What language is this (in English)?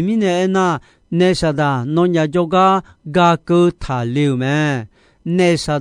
Akha